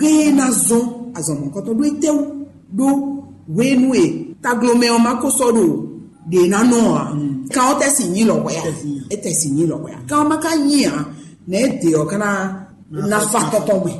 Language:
Fon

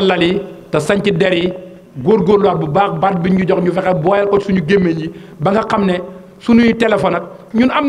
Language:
Wolof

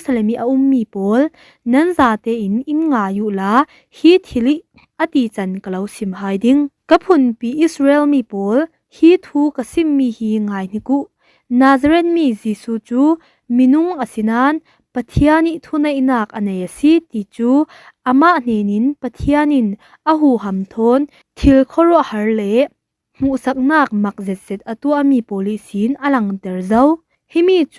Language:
Falam Chin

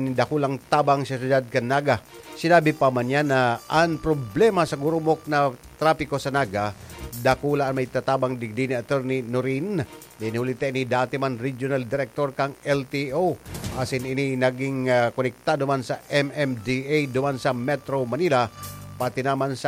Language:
Bikol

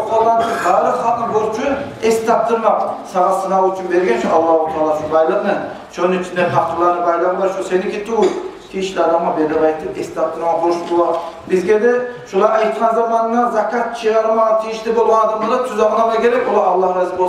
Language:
Kumyk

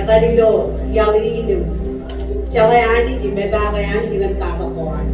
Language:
Marshallese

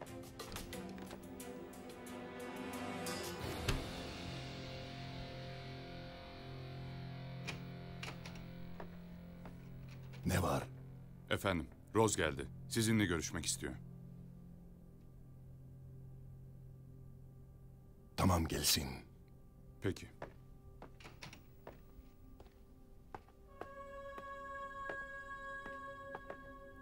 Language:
Turkish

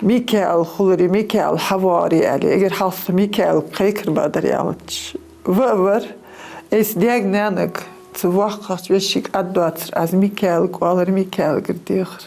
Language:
Ingush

